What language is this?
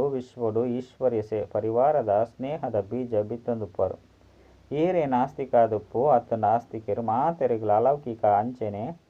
Tulu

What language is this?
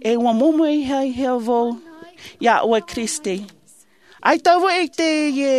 Tahitian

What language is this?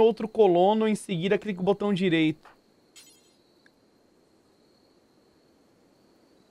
Portuguese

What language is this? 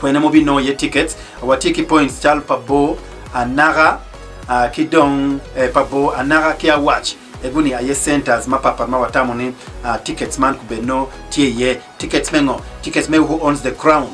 Acoli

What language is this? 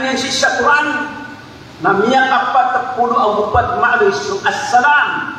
Maranao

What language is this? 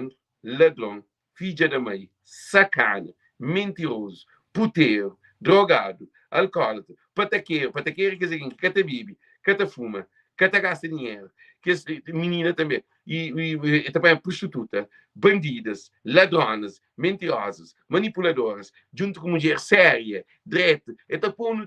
Kabuverdianu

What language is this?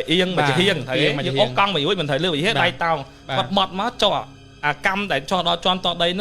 Khmer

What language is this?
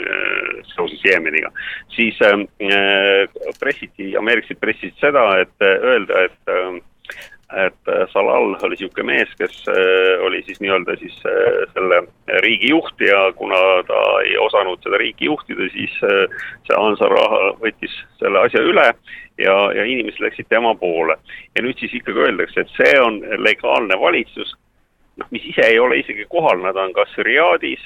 Estonian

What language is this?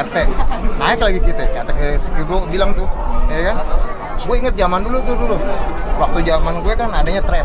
Betawi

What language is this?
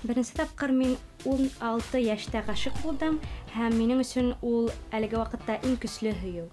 Bashkir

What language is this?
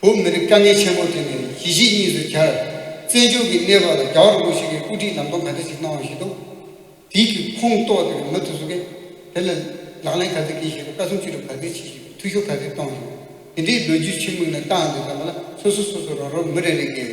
Tibetan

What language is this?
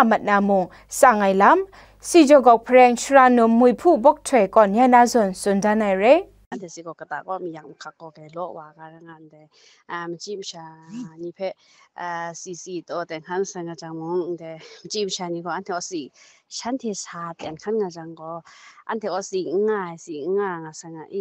Kachin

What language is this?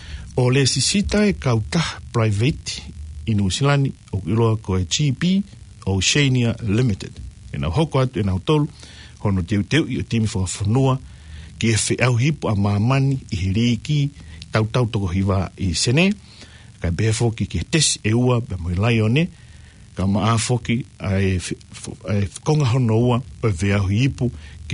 Tongan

